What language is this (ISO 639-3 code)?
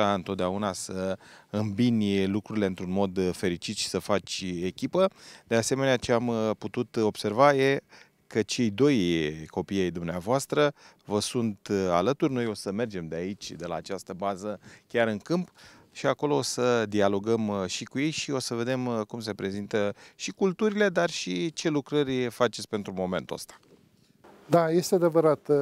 ron